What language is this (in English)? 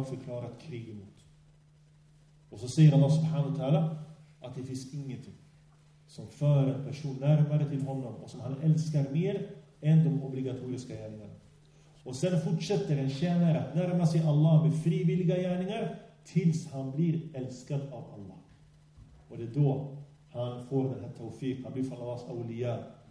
Swedish